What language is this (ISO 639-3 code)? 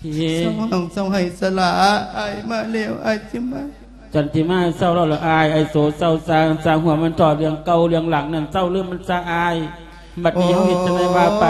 lao